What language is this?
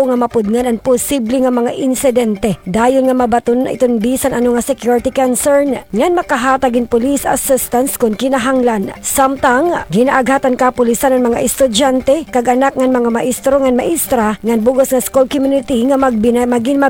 Waray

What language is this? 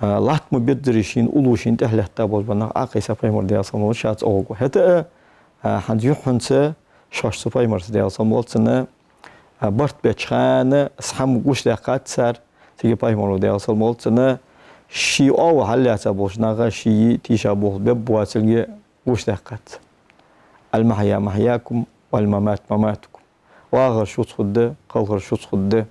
Ingush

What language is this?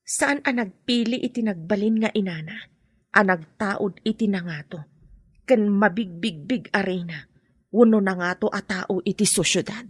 Iloko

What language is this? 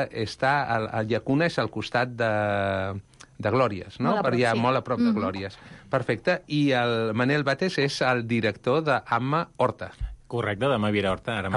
Catalan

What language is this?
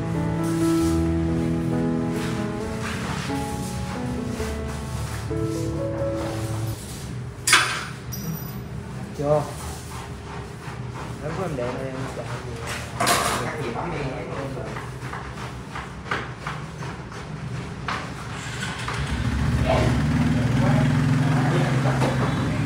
Vietnamese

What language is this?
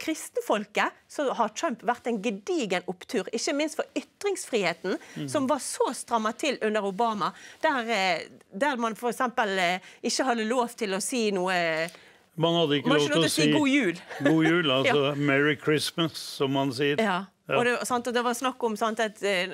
Norwegian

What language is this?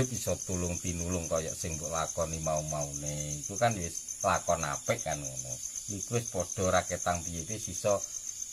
Javanese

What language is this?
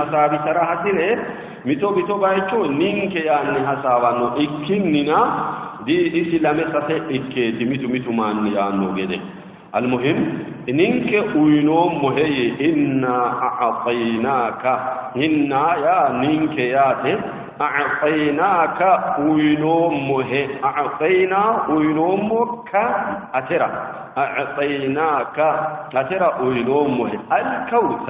Sidamo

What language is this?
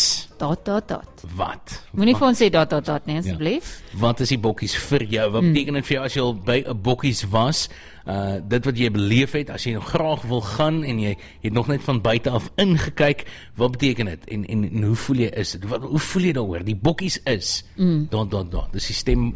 Afrikaans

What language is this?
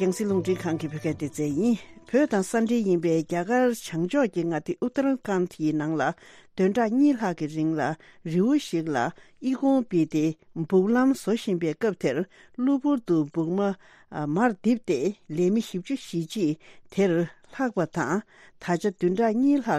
Tibetan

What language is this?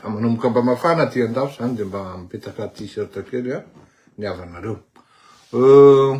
Malagasy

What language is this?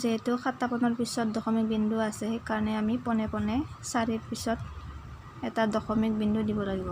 Assamese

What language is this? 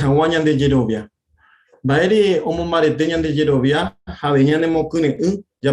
Guarani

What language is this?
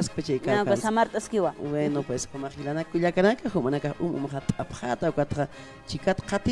Aymara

